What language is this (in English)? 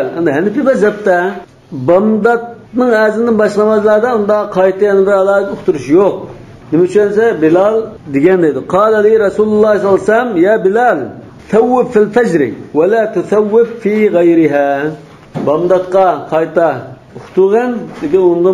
Uyghur